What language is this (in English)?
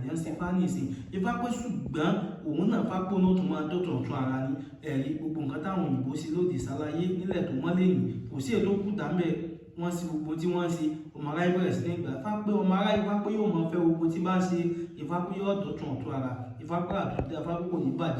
Yoruba